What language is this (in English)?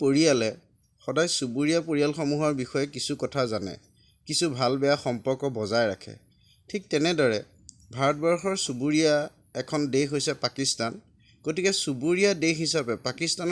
Assamese